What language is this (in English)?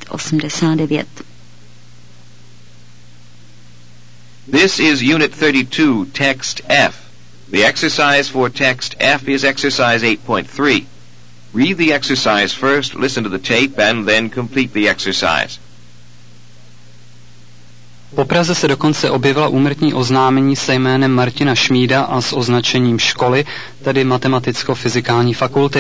Czech